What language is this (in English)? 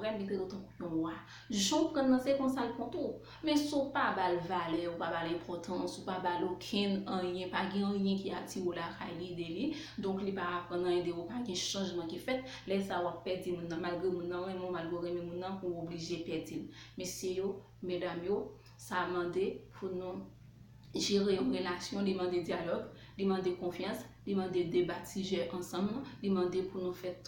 Haitian Creole